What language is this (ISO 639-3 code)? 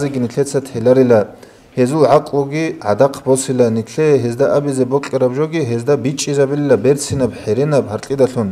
ava